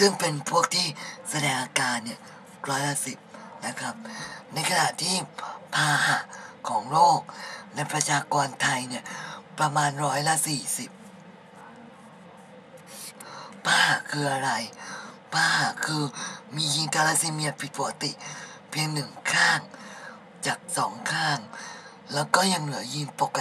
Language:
Thai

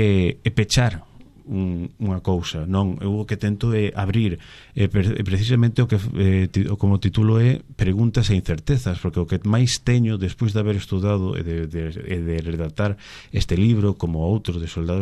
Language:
Galician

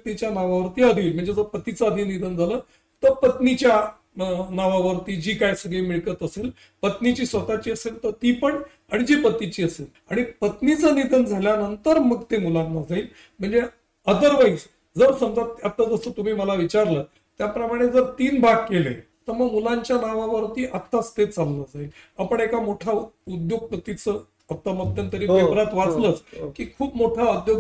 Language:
Marathi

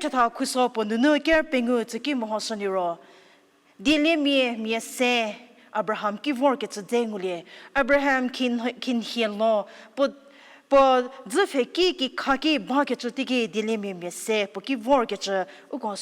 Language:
Angami Naga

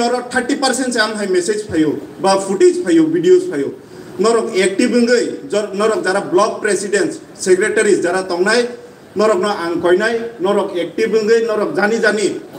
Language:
Kok Borok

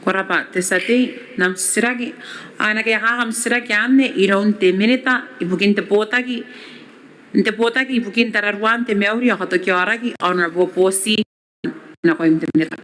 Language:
Gilbertese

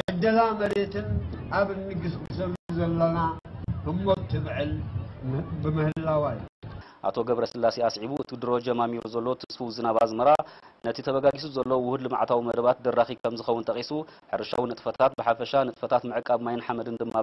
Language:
Tigrinya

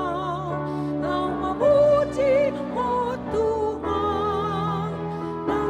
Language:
Batak Toba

